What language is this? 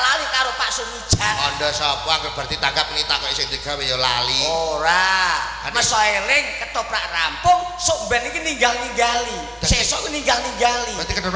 Javanese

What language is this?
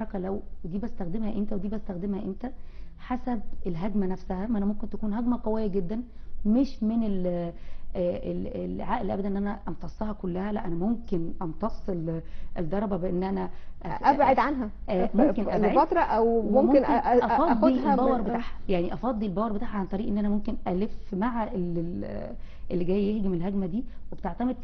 Egyptian Arabic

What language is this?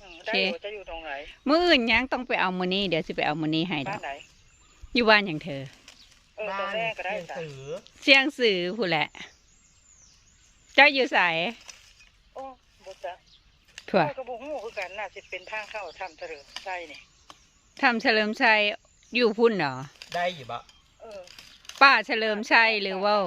Lao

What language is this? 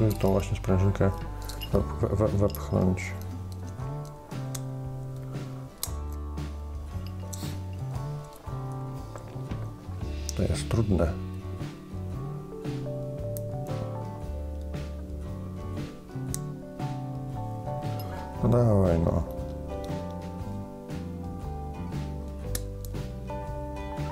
Polish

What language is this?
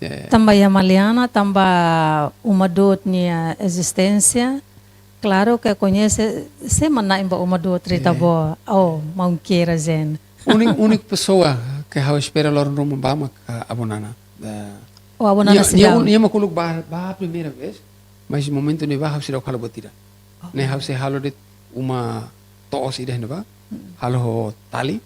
Tetum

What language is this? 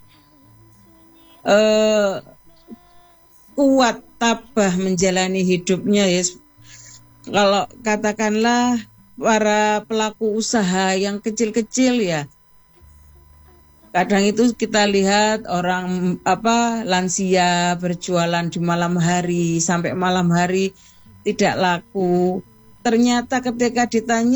Indonesian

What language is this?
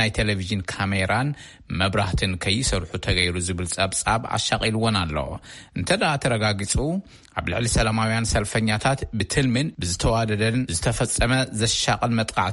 Tigrinya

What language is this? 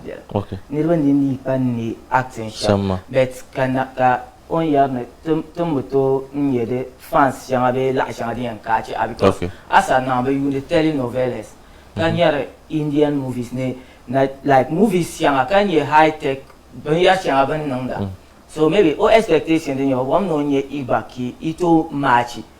Dagbani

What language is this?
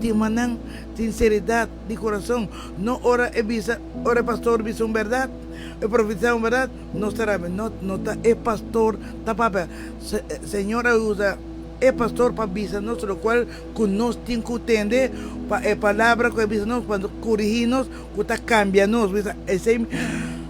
Papiamento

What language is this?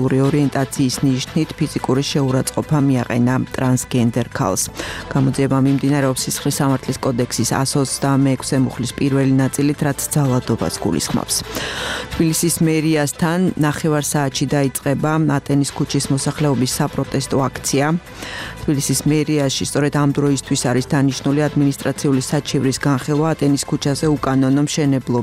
Georgian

